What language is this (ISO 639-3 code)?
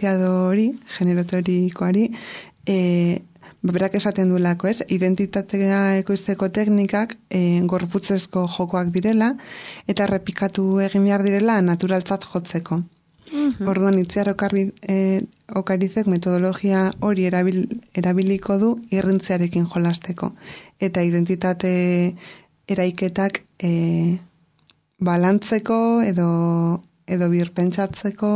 eus